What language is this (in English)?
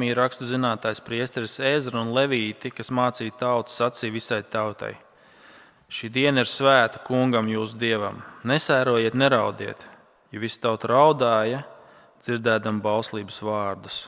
Latvian